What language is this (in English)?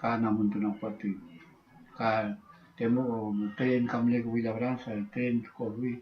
Mapuche